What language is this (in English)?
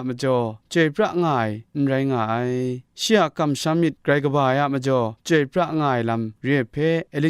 Kachin